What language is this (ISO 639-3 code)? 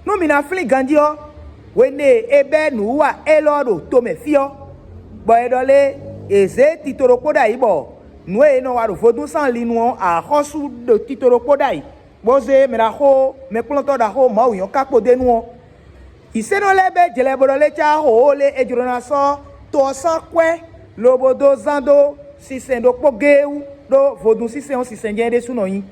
fon